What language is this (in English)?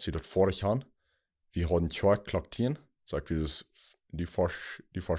Plautdietsch